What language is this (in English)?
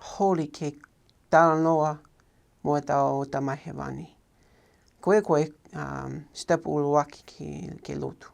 Tongan